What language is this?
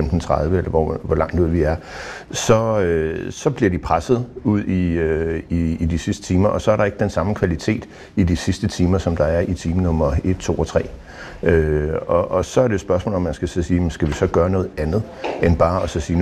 Danish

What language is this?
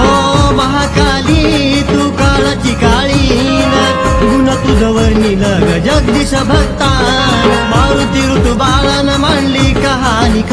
Marathi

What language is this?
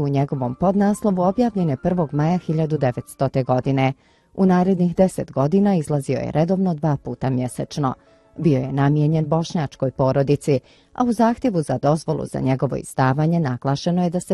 Bosnian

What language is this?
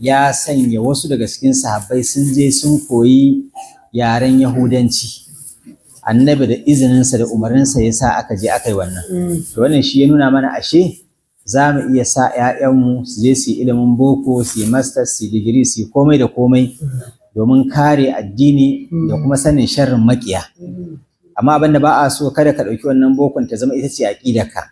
Hausa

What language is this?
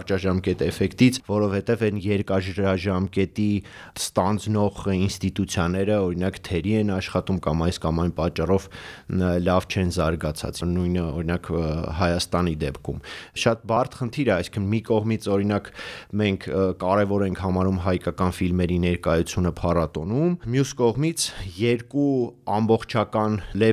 Armenian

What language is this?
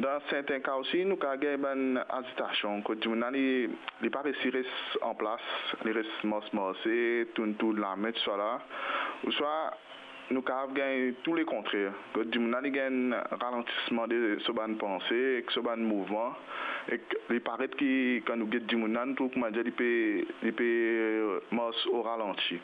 Morisyen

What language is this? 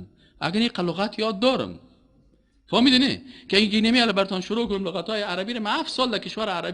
Persian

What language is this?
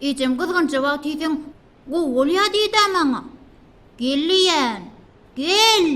Turkmen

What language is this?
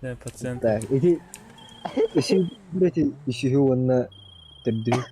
Yakut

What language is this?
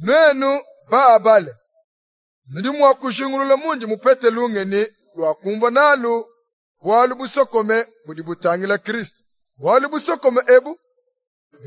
Luba-Lulua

